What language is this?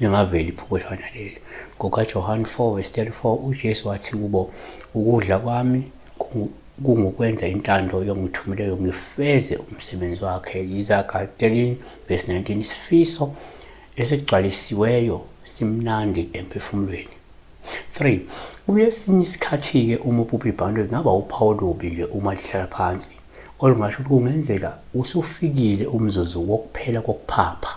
Zulu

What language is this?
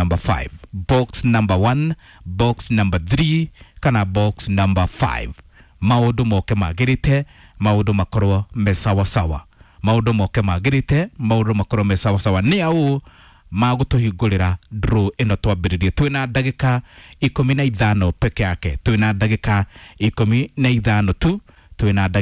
Kikuyu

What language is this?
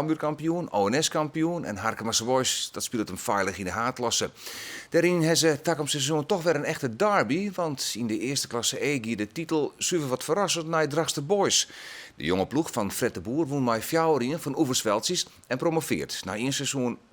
Western Frisian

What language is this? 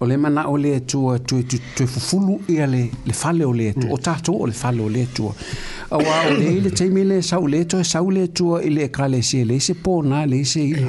Samoan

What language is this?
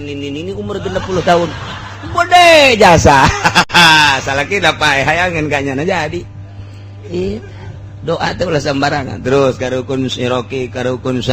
Sundanese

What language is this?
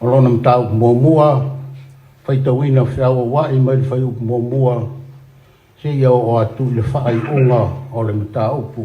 Samoan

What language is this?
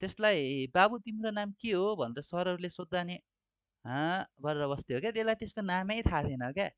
Nepali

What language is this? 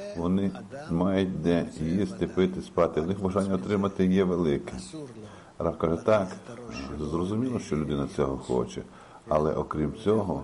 Ukrainian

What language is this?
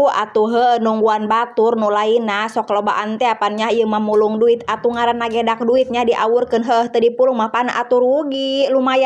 Sundanese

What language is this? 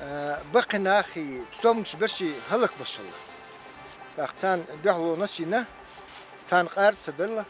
Chechen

